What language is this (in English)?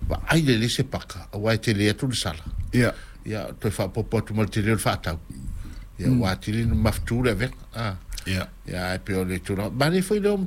Samoan